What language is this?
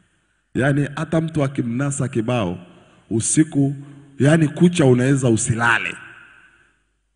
Swahili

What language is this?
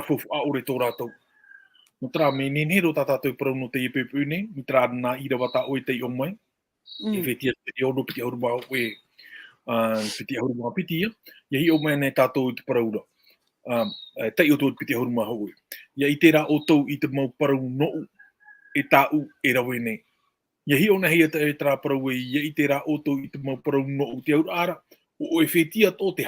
Tahitian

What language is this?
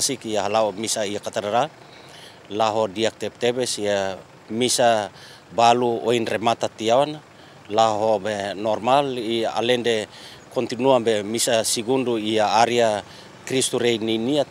Tetum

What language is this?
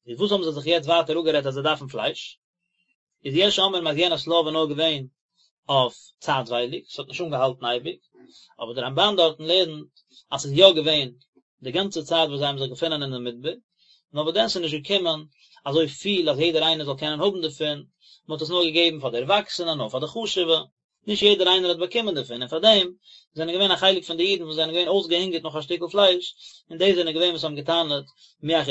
Yiddish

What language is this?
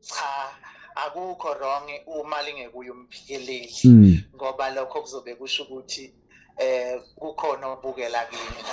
Zulu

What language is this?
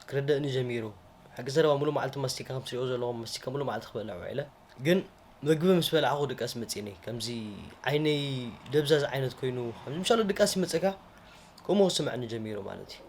Tigrinya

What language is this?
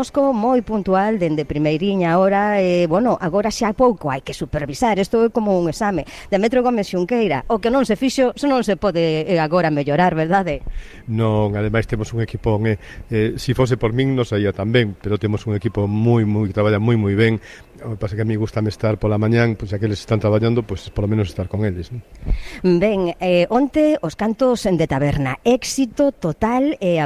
Galician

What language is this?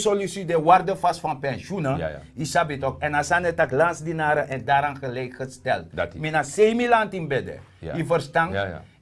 Sranan Tongo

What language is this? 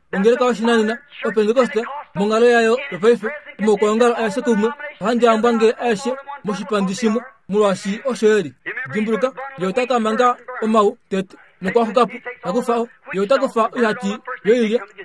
Kuanyama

